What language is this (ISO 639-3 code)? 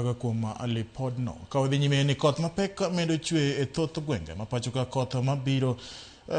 luo